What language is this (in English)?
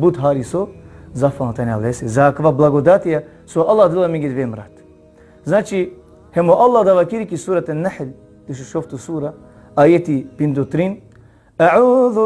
Balkan Romani